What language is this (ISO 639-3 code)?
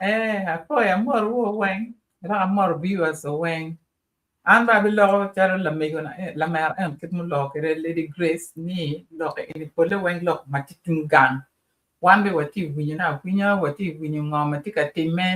ach